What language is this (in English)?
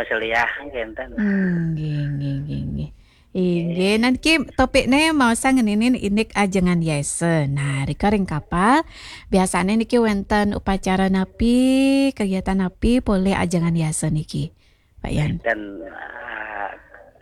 Balinese